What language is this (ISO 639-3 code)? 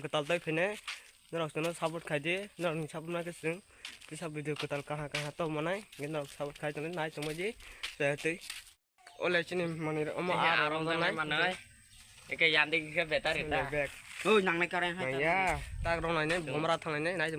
trp